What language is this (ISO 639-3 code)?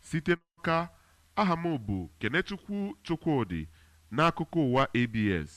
ibo